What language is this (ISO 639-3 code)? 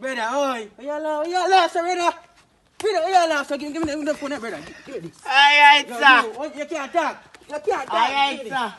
jam